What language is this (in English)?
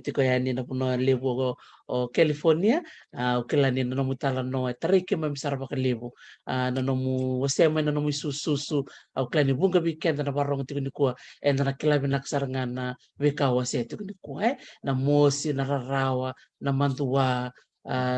Fijian